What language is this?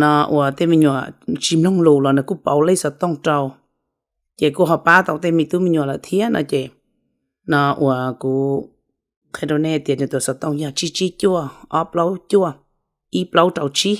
Hmong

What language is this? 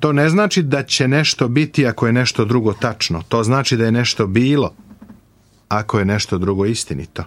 Serbian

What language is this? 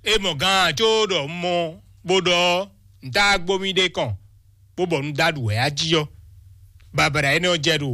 Fon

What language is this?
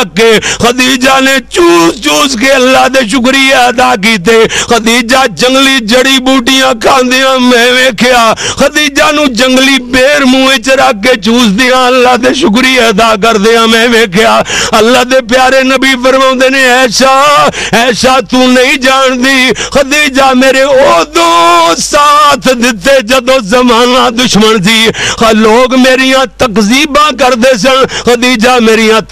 Western Panjabi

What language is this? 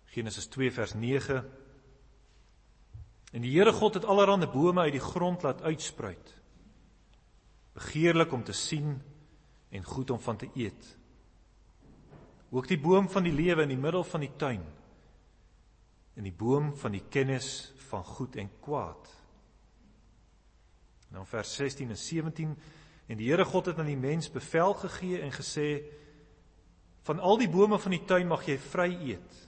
Afrikaans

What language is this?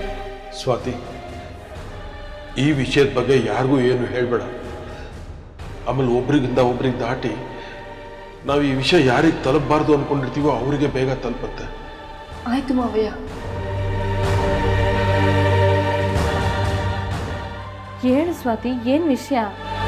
Kannada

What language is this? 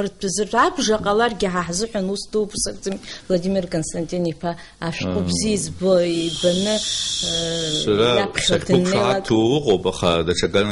Abkhazian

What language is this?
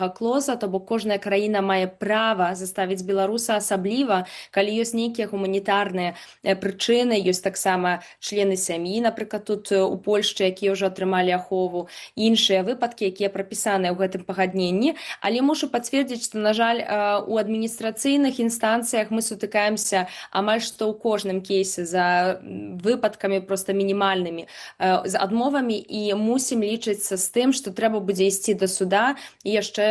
Belarusian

